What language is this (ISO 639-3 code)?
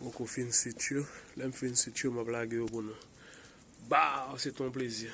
hat